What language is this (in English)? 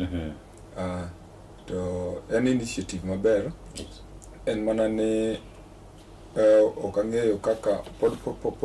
Luo (Kenya and Tanzania)